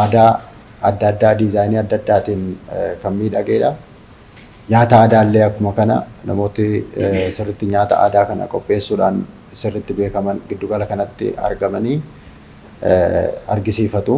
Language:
Oromo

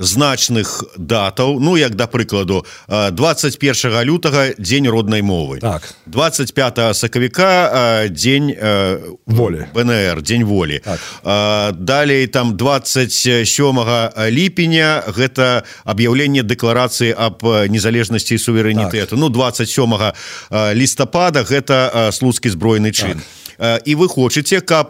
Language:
Belarusian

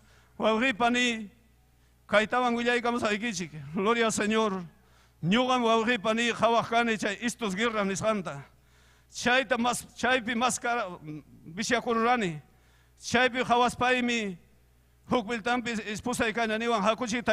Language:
Ayacucho Quechua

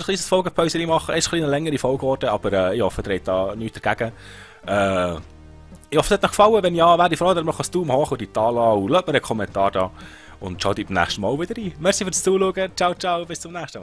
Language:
Swiss German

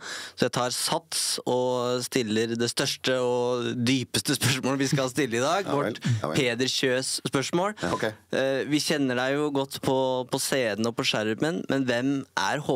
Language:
Norwegian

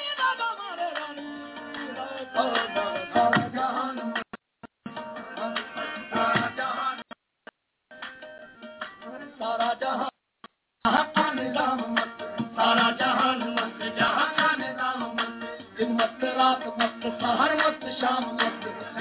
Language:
Urdu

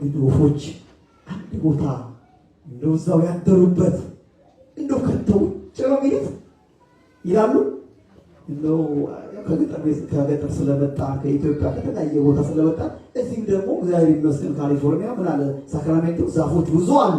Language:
Amharic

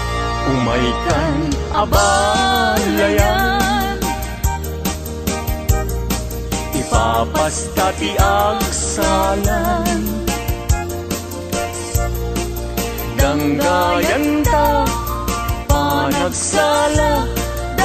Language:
Iloko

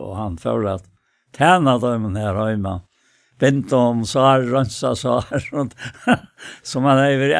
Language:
Faroese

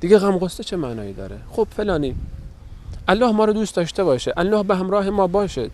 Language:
Persian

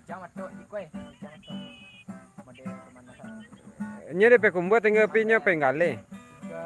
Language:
Minangkabau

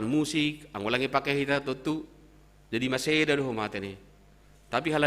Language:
Batak Simalungun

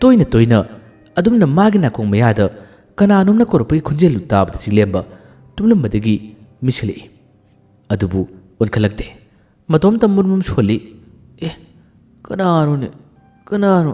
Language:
Manipuri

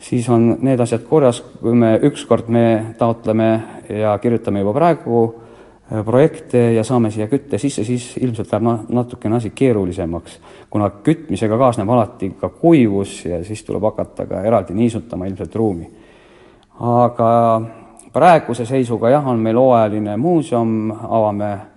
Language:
Estonian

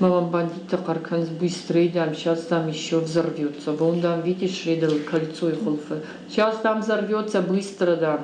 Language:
Ossetic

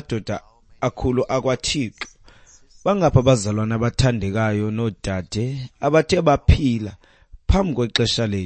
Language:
Xhosa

